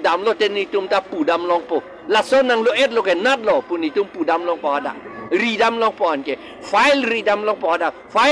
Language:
Karbi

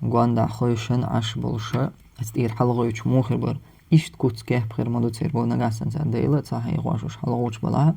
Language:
Chechen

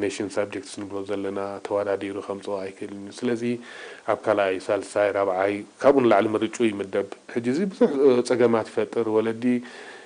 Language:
Tigrinya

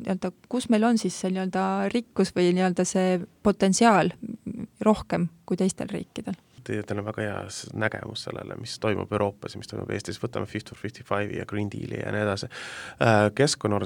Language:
Estonian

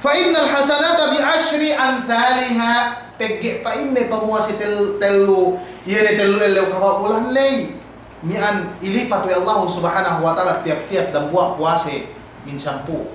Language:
Yakan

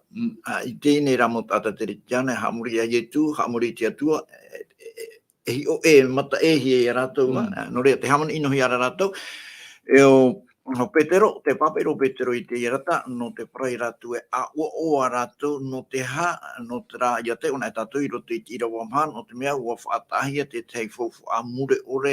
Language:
Tahitian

